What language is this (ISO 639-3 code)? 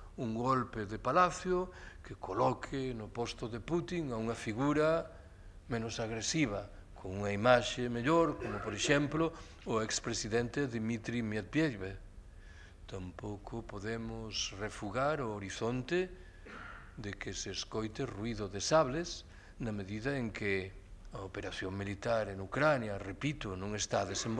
glg